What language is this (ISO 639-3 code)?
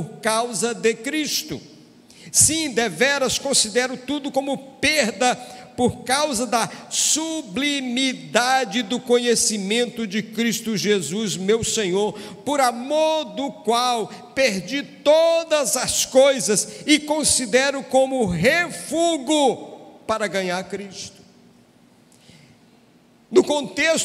por